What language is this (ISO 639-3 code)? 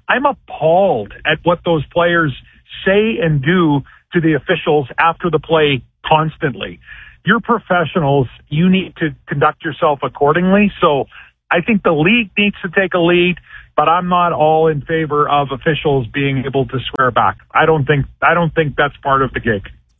eng